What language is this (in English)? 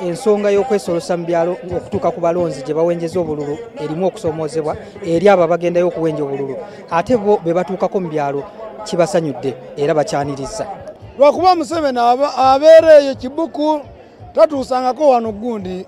Ganda